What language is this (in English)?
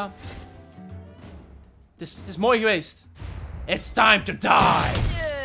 Dutch